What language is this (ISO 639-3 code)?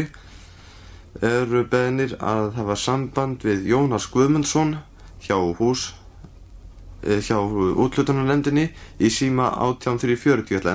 isl